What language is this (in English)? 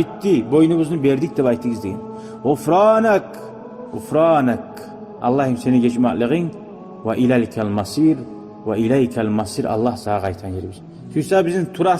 Kumyk